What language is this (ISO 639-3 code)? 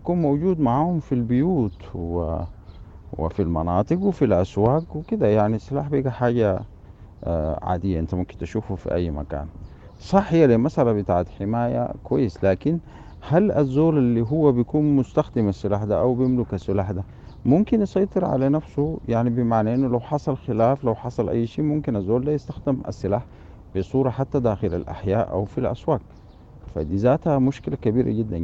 apd